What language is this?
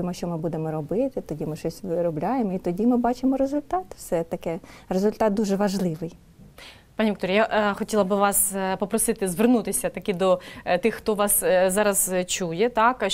Ukrainian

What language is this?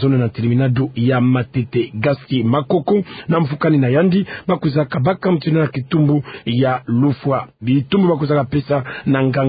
Kituba (Democratic Republic of Congo)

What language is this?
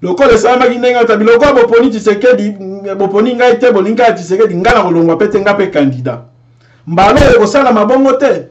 Lingala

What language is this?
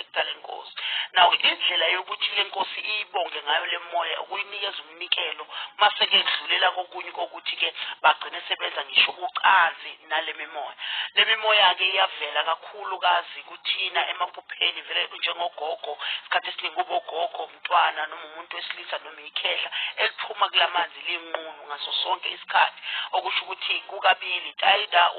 Zulu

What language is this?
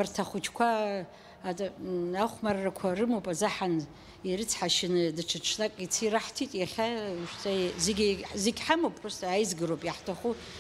Abkhazian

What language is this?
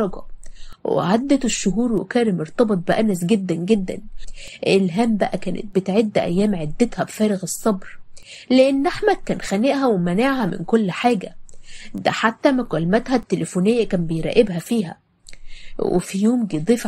Egyptian Arabic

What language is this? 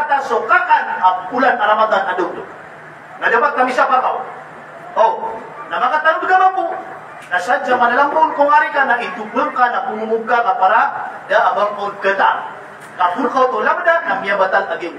Maranao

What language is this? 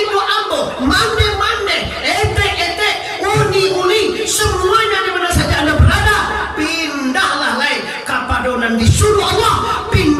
Minangkabau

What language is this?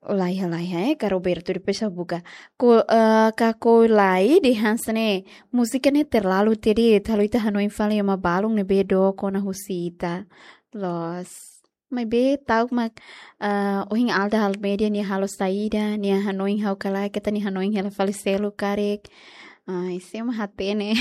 Tetum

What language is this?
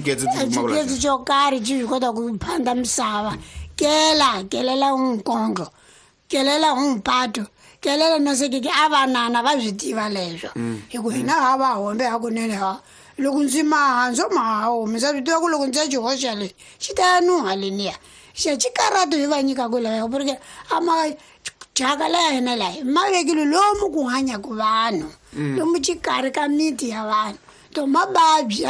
Tsonga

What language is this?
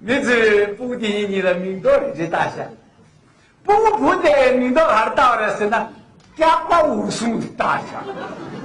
Tibetan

